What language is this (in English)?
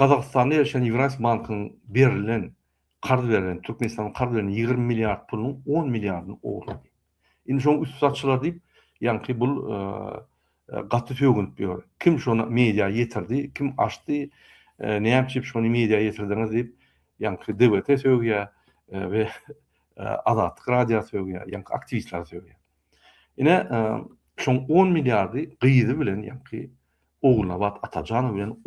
Turkmen